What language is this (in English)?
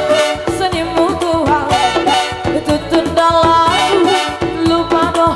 Batak Simalungun